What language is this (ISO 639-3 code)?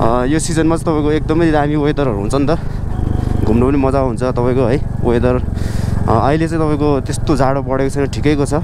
nep